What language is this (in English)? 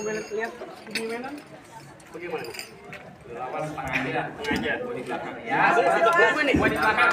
Betawi